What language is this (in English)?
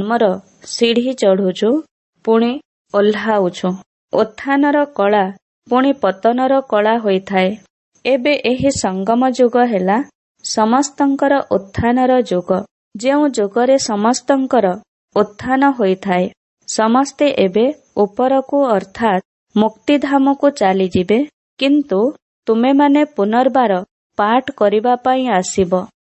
Odia